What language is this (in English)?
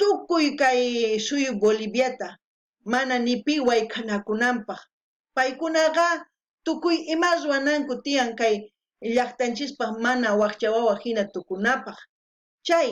South Bolivian Quechua